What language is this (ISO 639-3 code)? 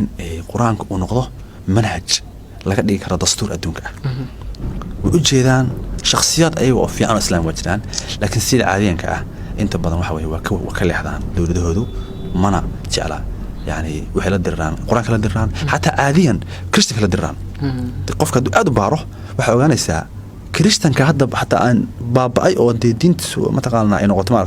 som